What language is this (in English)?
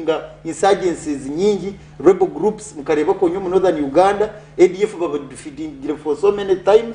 Nyankole